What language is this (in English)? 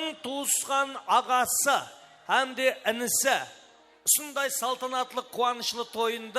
Kara-Kalpak